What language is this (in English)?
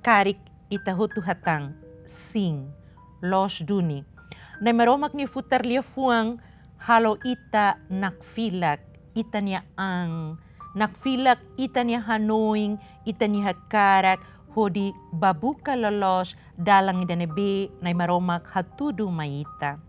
Tetum